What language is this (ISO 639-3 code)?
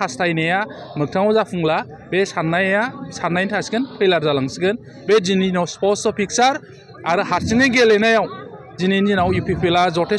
brx